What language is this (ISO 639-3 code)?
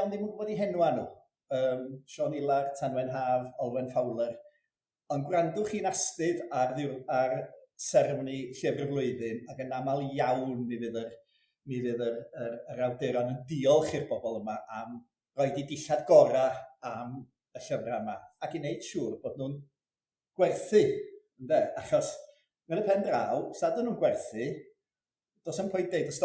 cym